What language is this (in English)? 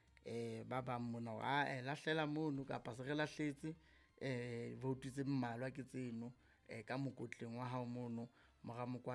Southern Sotho